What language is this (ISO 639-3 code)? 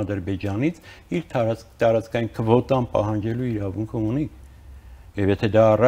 hye